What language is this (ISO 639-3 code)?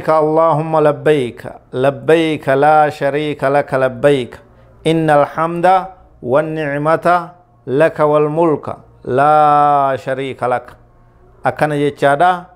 orm